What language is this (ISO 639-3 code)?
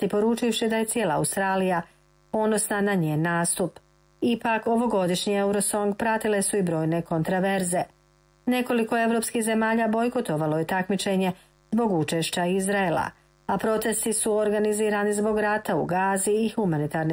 hrv